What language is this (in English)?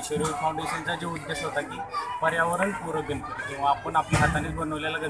Marathi